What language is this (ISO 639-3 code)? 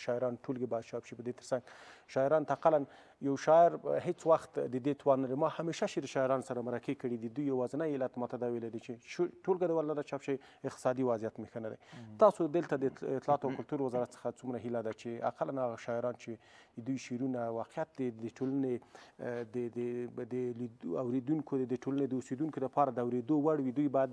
pus